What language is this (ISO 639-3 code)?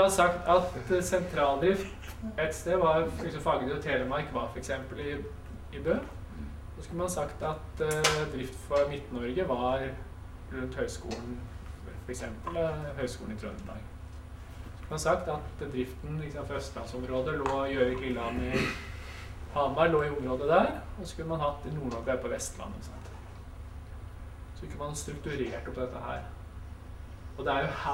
nor